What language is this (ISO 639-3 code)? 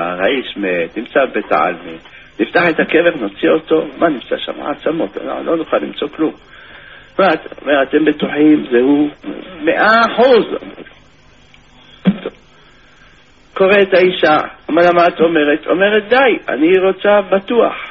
heb